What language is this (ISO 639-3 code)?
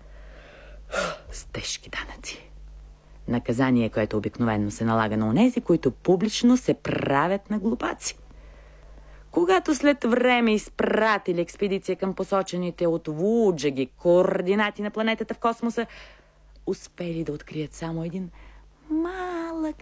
bul